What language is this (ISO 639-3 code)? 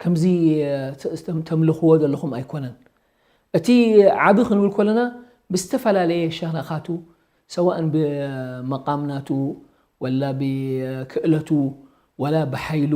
tir